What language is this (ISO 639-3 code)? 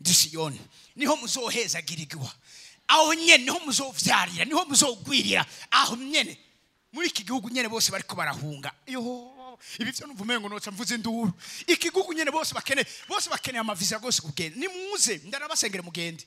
run